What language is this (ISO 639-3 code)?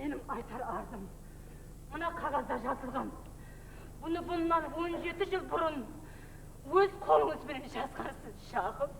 kaa